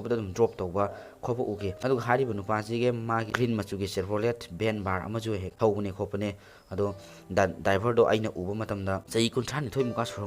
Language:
Manipuri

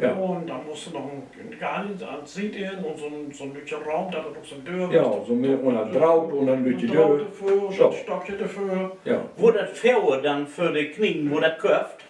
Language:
Low German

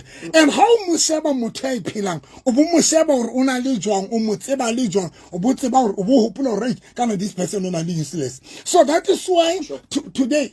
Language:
Southern Sotho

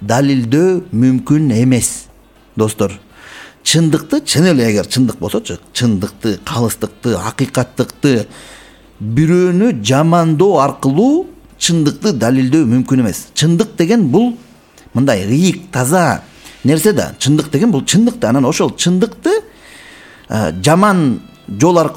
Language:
Kyrgyz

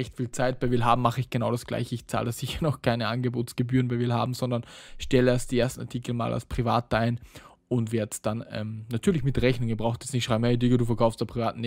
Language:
German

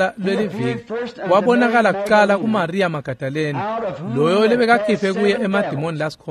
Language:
Swati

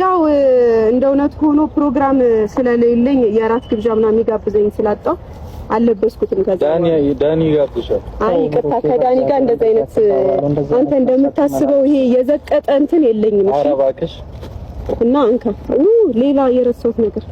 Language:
Amharic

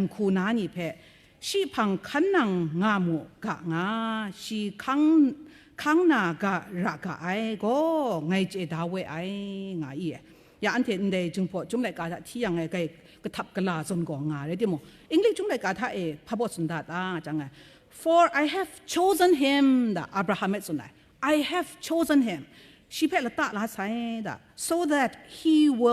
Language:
Kachin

